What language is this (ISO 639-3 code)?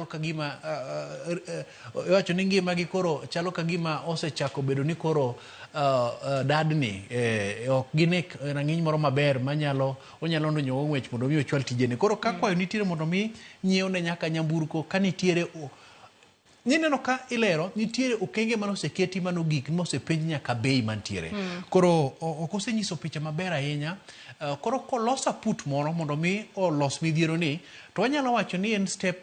luo